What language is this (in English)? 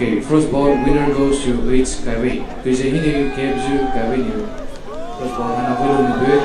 Poumei Naga